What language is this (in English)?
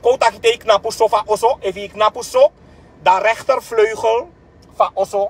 Sranan Tongo